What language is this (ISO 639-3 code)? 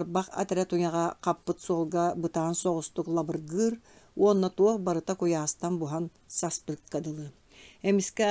sah